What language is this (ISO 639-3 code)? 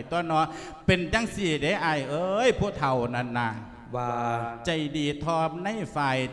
lao